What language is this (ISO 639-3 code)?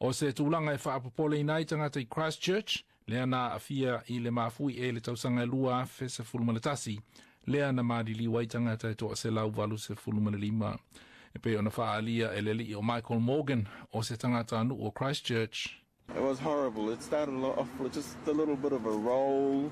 smo